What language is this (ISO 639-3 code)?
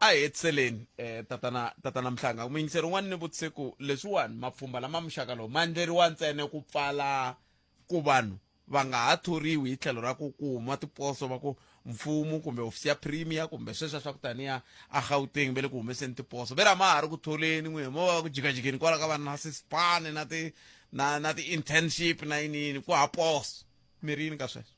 tso